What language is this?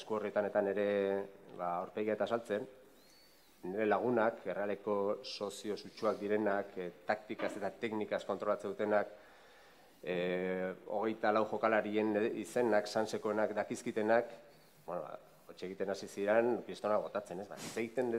Basque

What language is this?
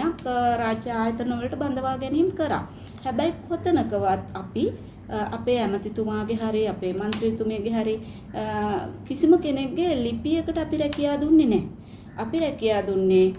Sinhala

